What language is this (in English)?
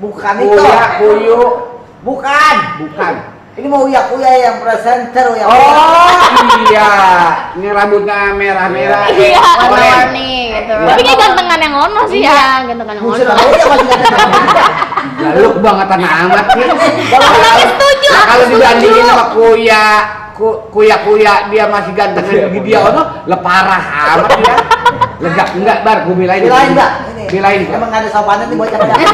Betawi